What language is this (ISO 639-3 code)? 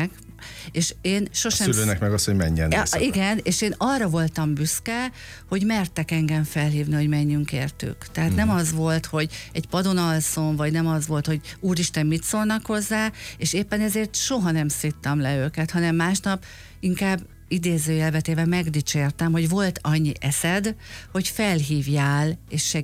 hun